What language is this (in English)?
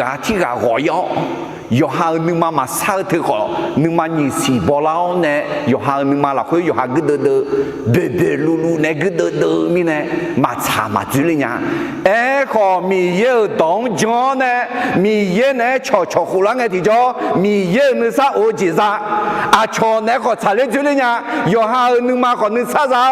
Akha